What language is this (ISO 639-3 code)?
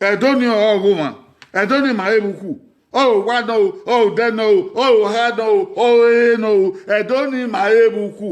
bin